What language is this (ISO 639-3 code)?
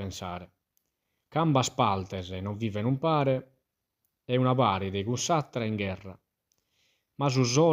srd